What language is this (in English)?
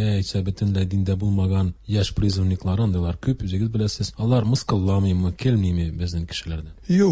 Tatar